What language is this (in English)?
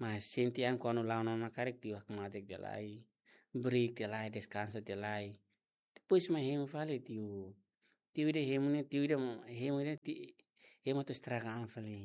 Tetum